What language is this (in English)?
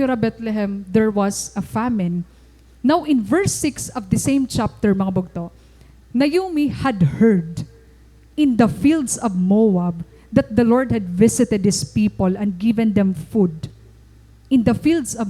Waray